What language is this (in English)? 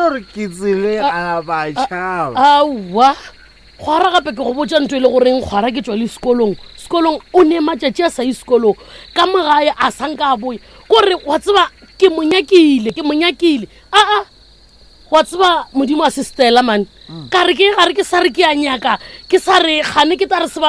Northern Sotho